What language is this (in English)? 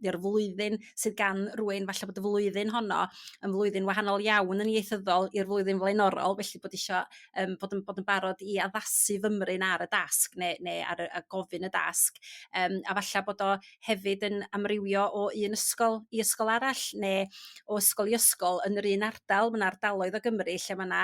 Welsh